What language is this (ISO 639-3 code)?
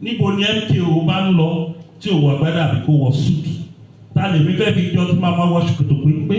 yor